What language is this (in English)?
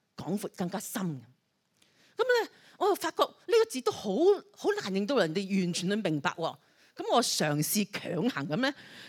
Cantonese